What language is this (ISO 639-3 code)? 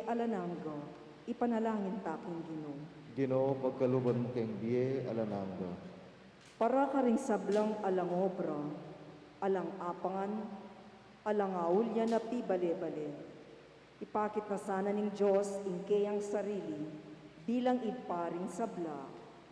pam